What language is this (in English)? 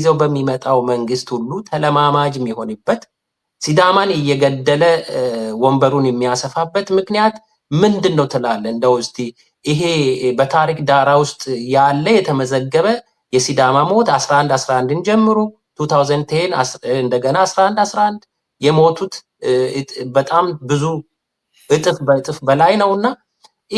Amharic